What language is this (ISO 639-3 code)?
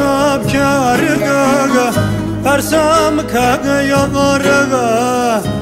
zza